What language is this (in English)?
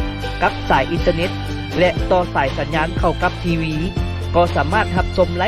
Lao